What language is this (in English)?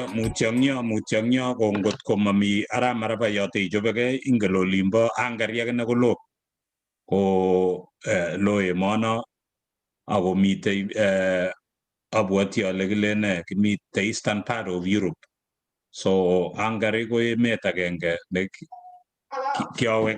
Kalenjin